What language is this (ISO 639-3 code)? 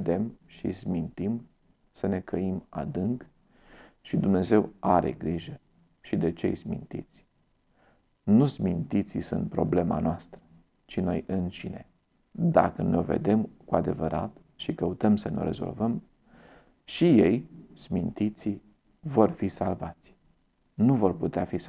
ron